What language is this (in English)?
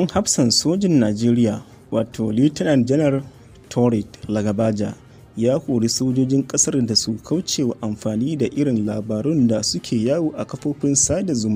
Hausa